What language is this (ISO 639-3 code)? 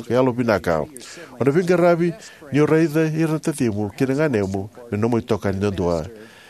fij